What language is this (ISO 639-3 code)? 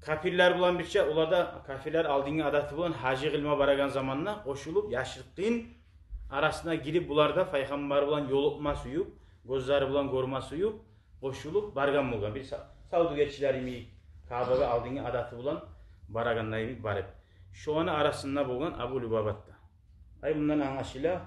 kum